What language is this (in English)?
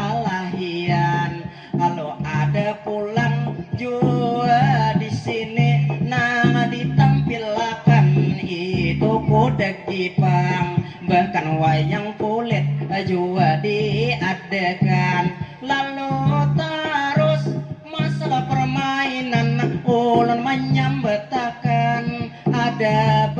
Banjar